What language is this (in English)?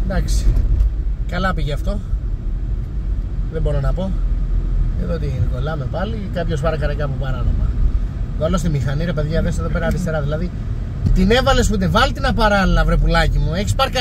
Greek